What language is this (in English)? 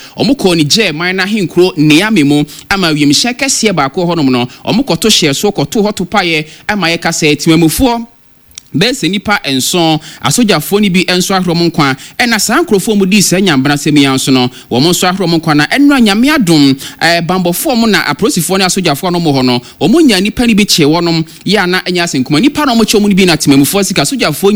Akan